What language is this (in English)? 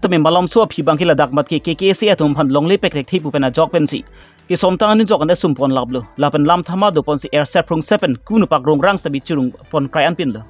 Karbi